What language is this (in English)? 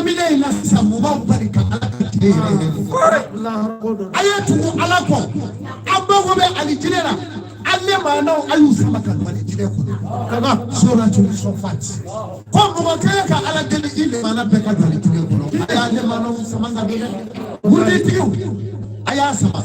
Bambara